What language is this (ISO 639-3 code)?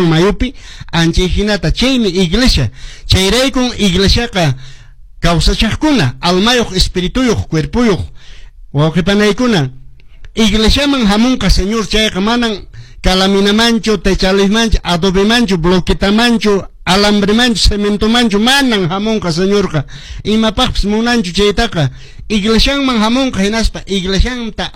que